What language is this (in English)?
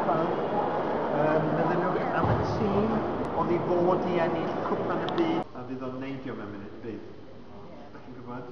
Welsh